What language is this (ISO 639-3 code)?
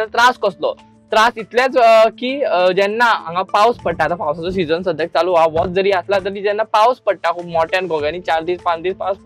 kok